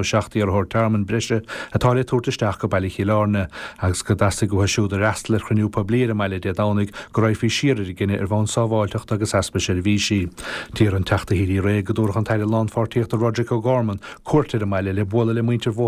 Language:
Irish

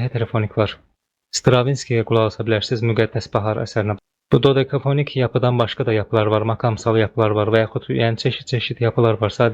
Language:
Azerbaijani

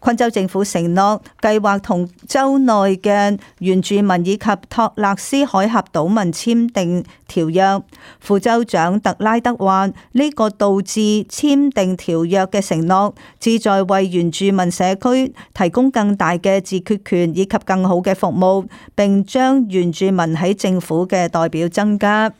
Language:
Cantonese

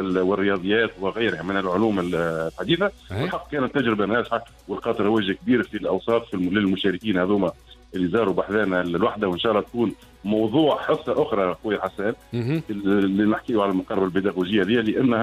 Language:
Tunisian Arabic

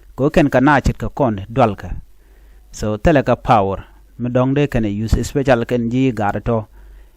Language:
Nuer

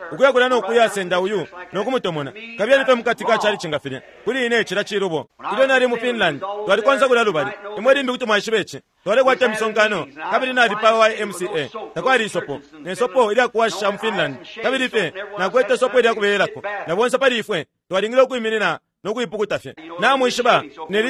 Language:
Bemba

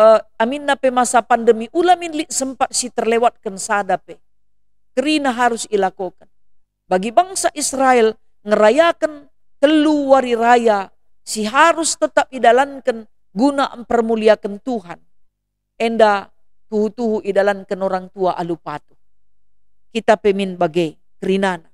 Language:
Batak Karo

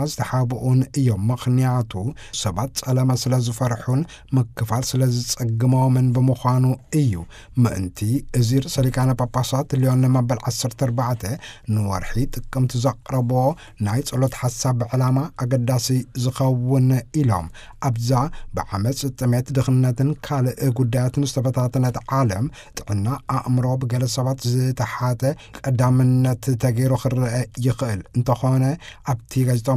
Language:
Tigrinya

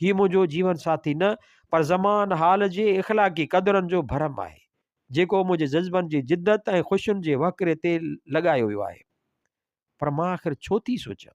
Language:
Sindhi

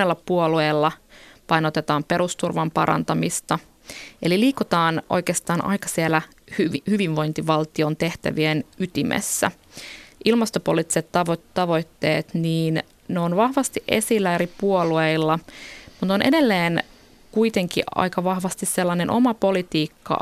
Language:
Finnish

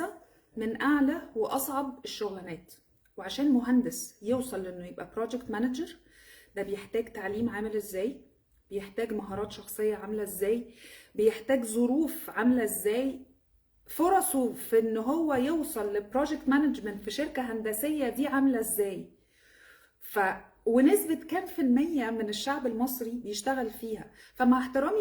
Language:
Egyptian Arabic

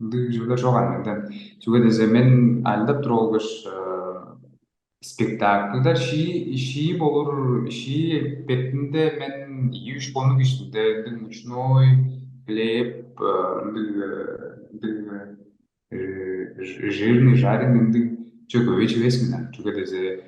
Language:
Tuvinian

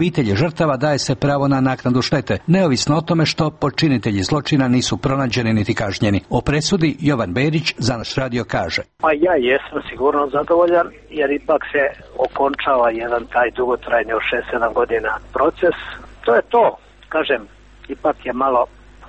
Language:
Serbian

